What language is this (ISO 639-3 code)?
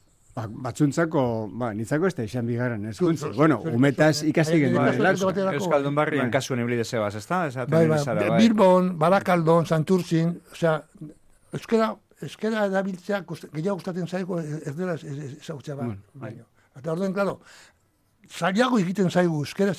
eus